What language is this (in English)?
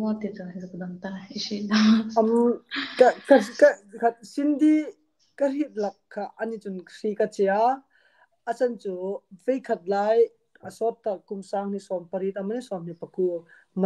Hmar